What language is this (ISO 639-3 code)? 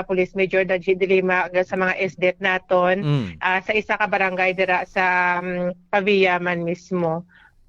hil